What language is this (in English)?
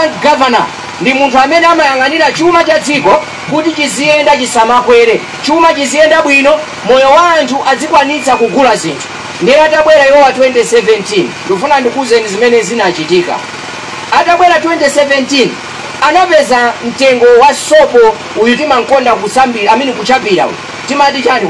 Nyanja